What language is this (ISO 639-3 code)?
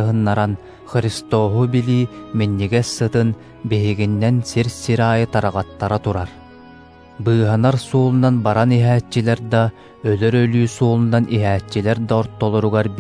sah